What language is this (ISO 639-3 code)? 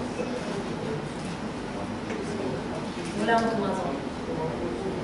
bul